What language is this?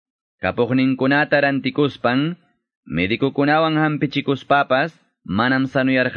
Quechua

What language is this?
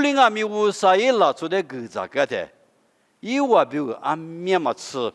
Lisu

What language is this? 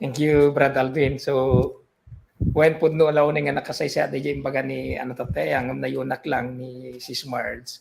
Iloko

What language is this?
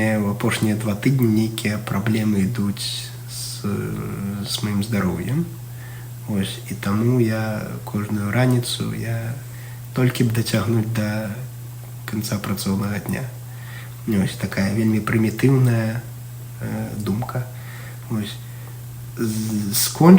Belarusian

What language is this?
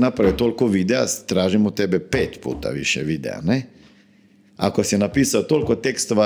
Croatian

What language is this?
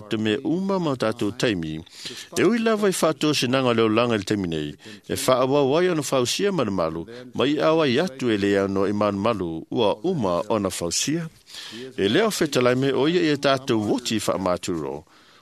Samoan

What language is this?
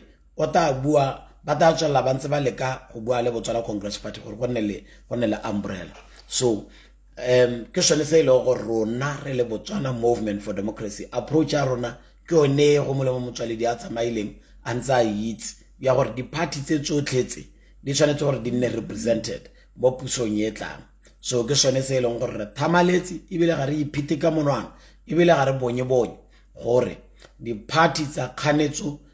Tswana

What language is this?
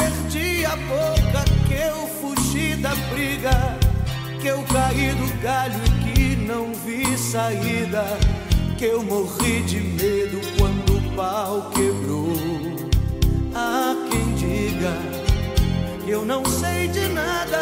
Portuguese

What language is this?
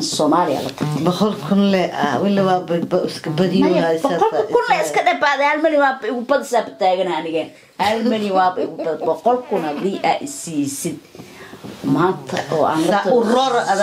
Somali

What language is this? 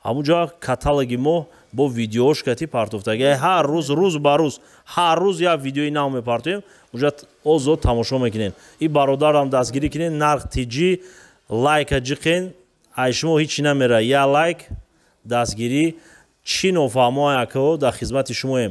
Tajik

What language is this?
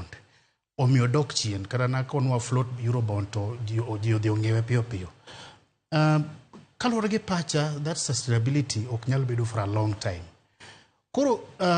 Luo (Kenya and Tanzania)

